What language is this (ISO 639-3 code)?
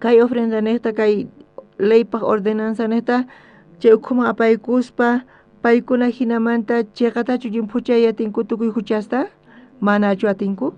quh